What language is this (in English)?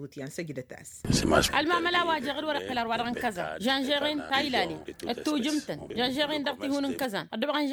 Tamasheq